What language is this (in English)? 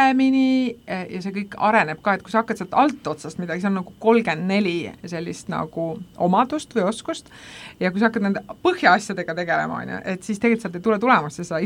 Estonian